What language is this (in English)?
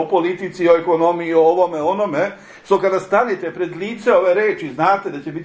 Serbian